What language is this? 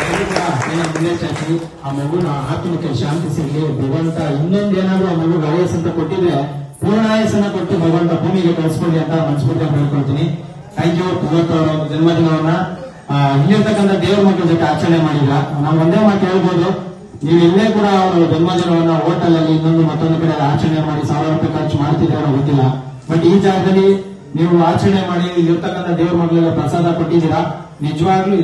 Kannada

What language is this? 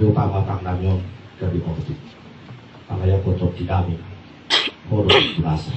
Batak Toba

